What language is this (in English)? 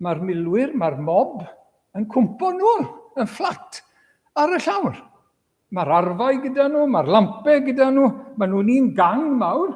Welsh